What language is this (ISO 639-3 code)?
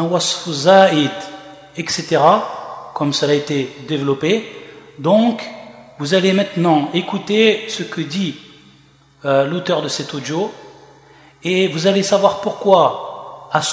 fra